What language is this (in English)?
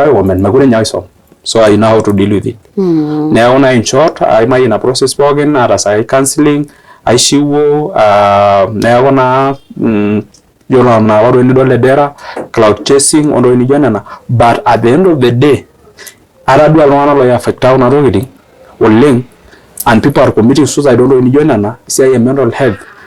Masai